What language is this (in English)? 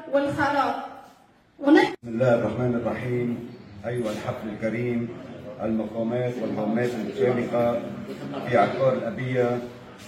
North Levantine Arabic